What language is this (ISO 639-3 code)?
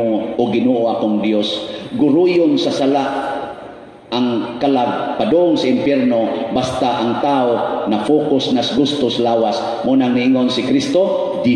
ceb